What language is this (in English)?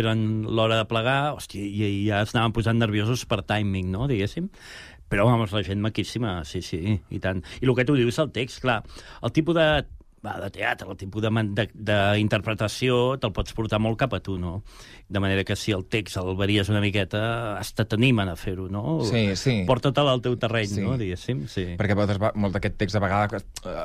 Catalan